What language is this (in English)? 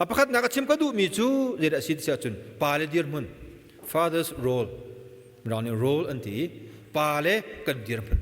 Hakha Chin